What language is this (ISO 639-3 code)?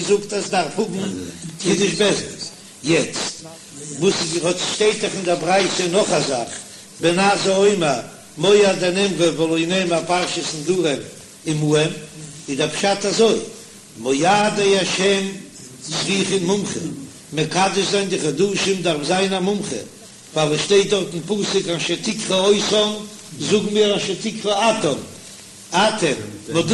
yid